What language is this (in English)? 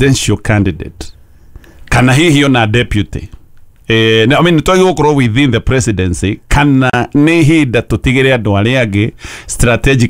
Kikuyu